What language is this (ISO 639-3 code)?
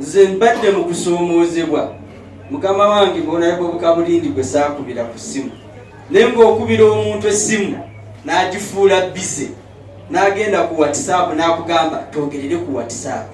lug